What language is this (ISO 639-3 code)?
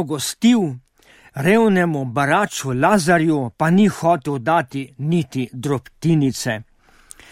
slv